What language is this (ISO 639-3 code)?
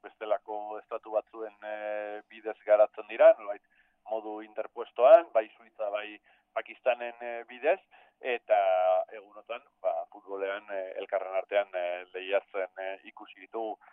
eus